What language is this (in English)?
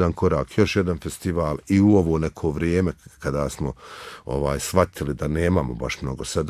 Bosnian